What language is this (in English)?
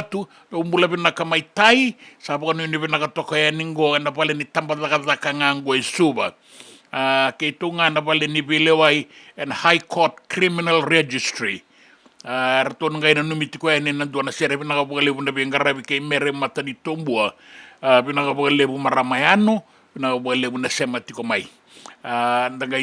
Fijian